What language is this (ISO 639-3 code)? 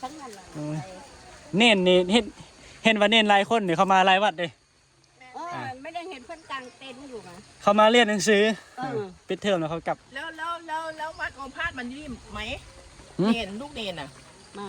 tts